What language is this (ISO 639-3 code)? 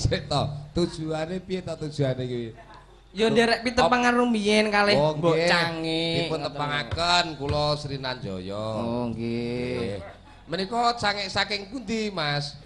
jav